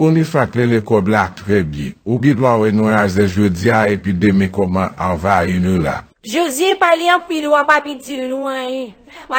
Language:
Haitian Creole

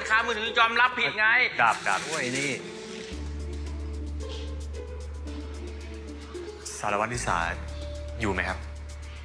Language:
Thai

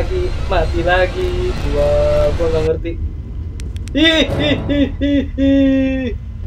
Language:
Indonesian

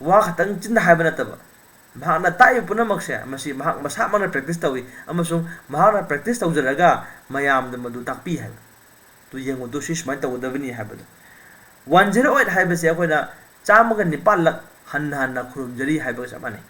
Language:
Manipuri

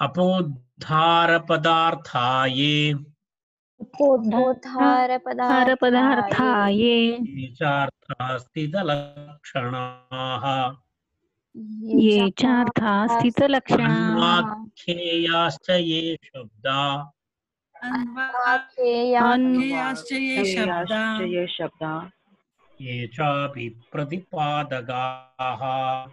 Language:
Sanskrit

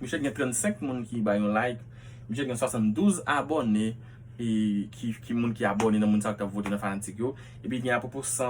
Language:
Haitian Creole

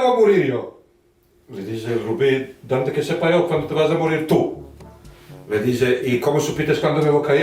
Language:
Ladino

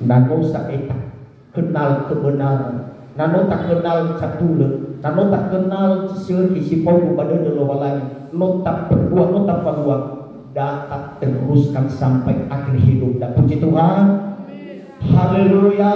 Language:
Nias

